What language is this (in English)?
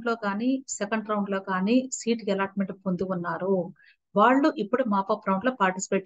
Telugu